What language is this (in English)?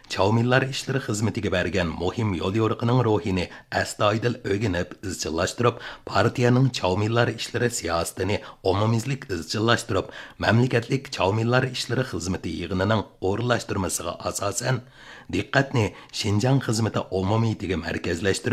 Uyghur